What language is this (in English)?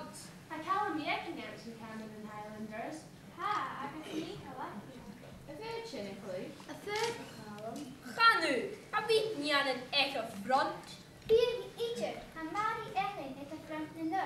Scottish Gaelic